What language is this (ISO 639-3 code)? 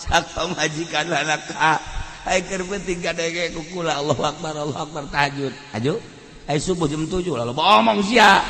sun